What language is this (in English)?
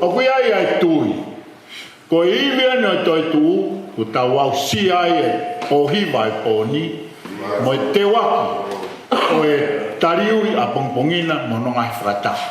Tongan